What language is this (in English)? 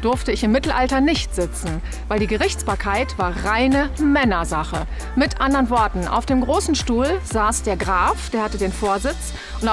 German